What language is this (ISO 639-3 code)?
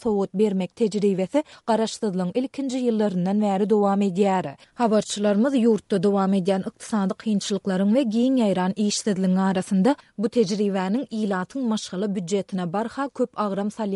tuk